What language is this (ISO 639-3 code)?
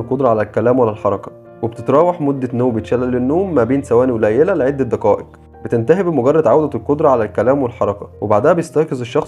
arz